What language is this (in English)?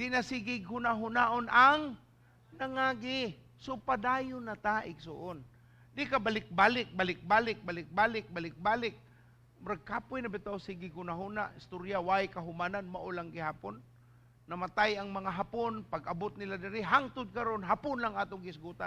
Cebuano